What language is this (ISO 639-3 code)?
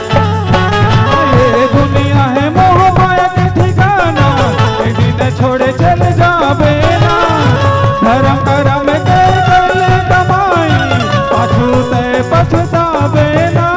hne